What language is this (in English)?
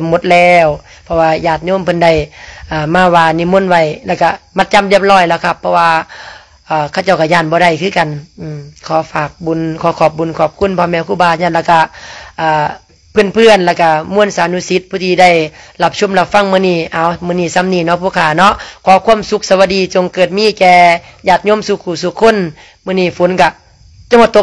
Lao